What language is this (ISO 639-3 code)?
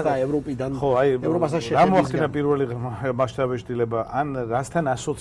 kat